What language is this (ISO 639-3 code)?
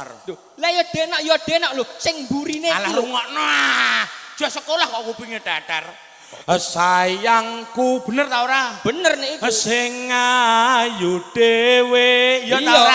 jav